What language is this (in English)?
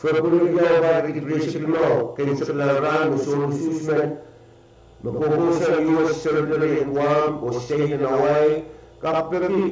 Pohnpeian